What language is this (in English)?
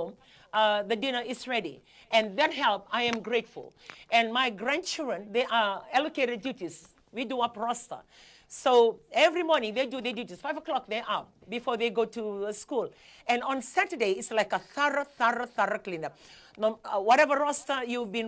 Fijian